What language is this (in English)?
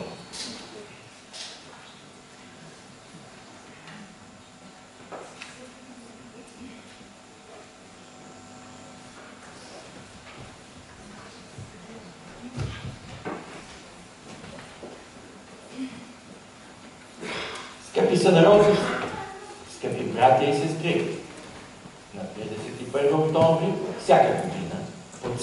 Bulgarian